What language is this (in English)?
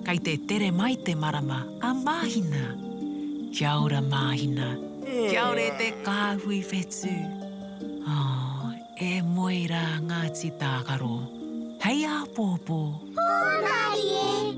Māori